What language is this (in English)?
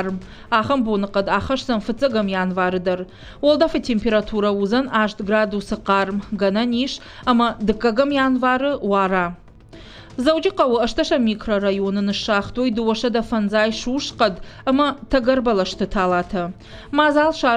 Ossetic